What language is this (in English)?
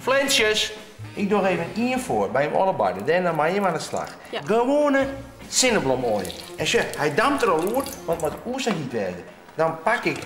Western Frisian